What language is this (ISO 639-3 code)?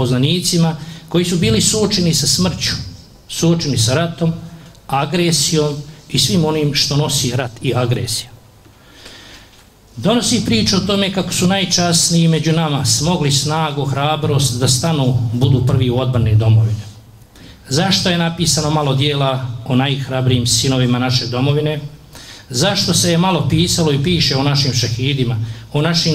bos